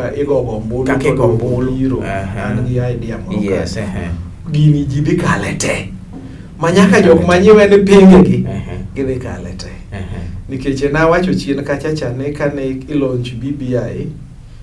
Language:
Luo (Kenya and Tanzania)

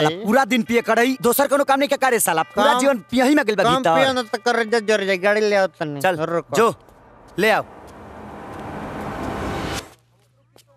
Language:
Bhojpuri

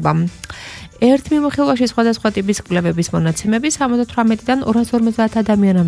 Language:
Georgian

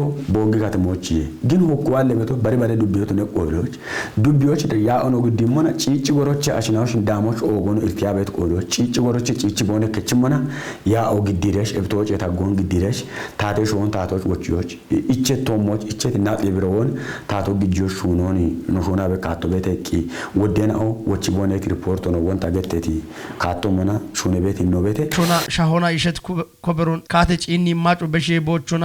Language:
Kafa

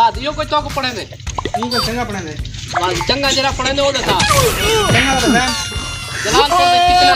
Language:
Saraiki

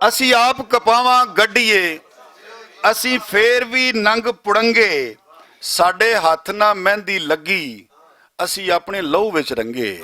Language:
Western Panjabi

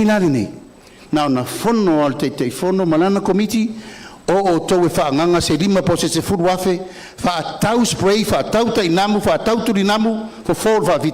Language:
Samoan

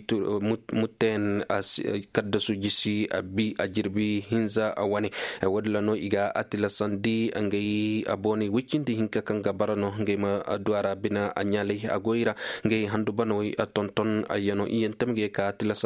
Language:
Koyraboro Senni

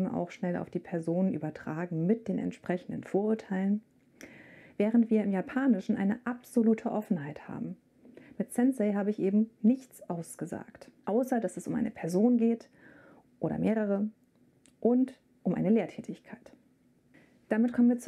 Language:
German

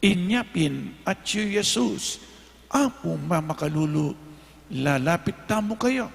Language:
Pampanga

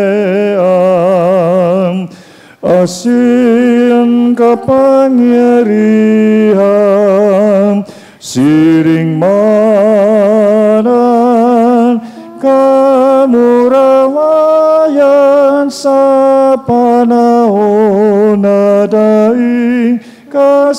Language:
Bikol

